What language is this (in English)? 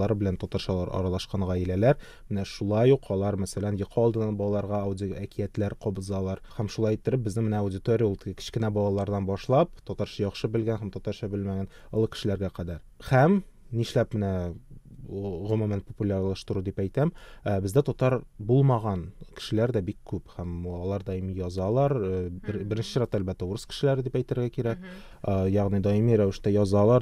Tatar